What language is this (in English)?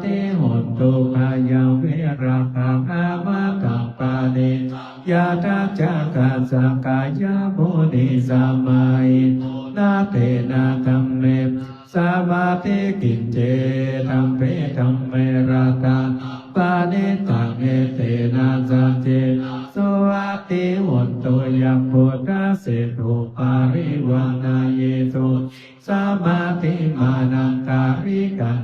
Pali